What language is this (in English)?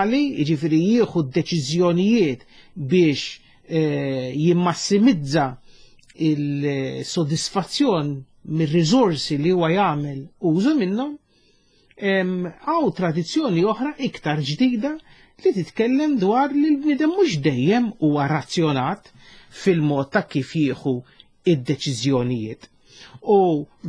Maltese